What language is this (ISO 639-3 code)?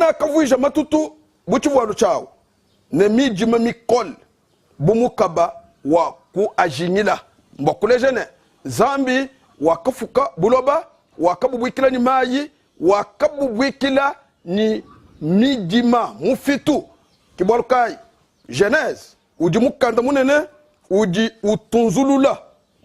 lua